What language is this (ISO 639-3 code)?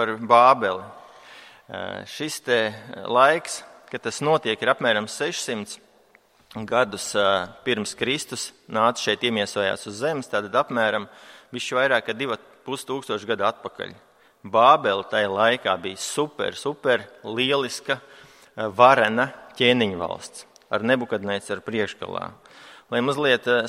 lav